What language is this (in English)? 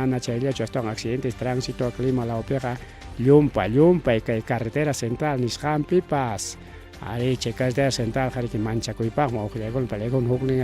Ayacucho Quechua